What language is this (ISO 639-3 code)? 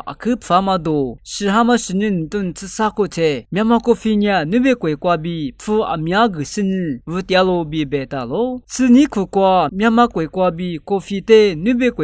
lis